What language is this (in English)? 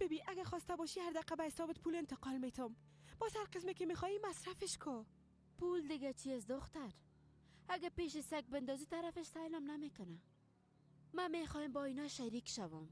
Persian